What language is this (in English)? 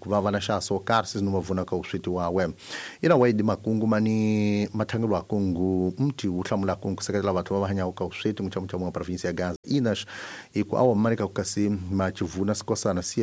Tsonga